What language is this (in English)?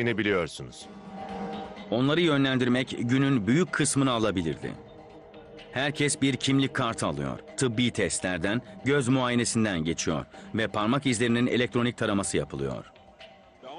Turkish